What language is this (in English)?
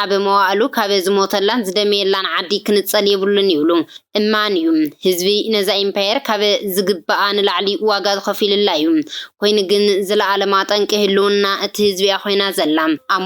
Tigrinya